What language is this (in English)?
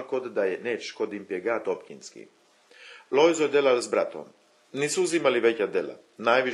Chakavian